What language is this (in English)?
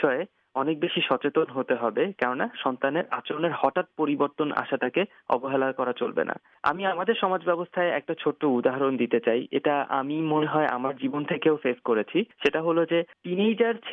Bangla